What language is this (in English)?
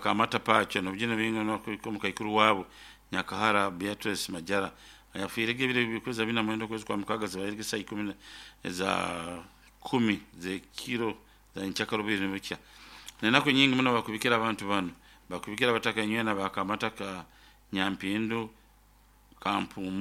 Nyoro